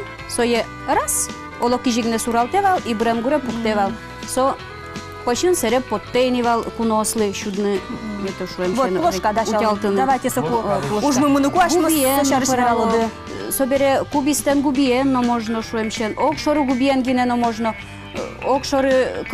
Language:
Udmurt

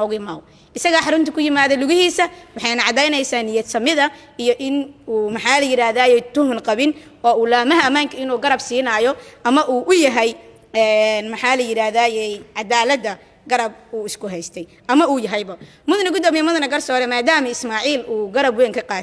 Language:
Somali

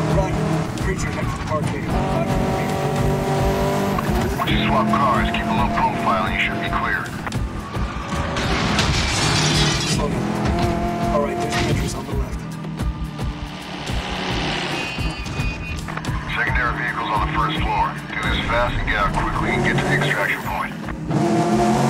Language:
English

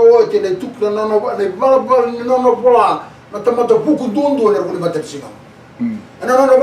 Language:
Fijian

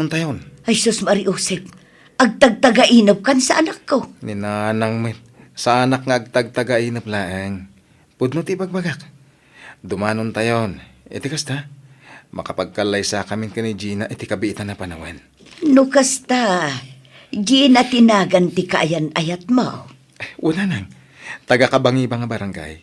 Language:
Iloko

